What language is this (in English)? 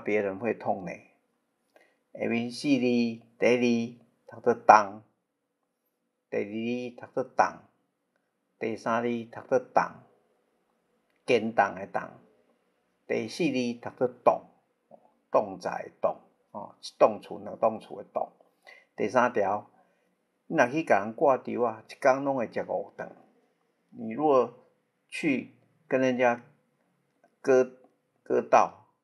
Min Nan Chinese